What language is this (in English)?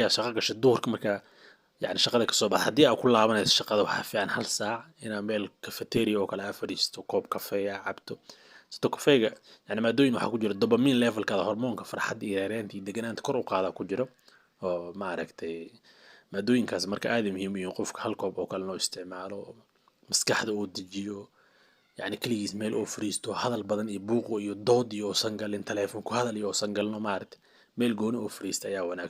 Somali